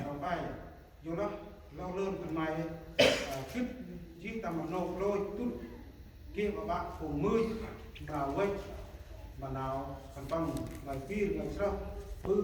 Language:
Central Mnong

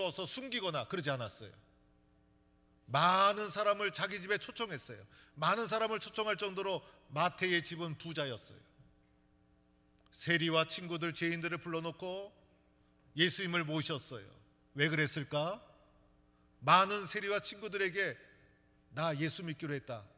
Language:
Korean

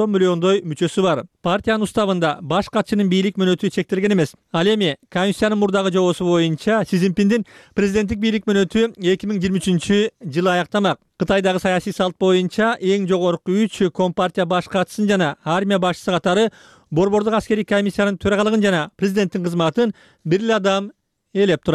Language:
Kyrgyz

